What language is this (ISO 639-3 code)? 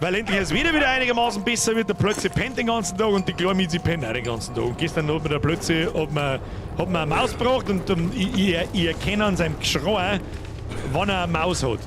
bar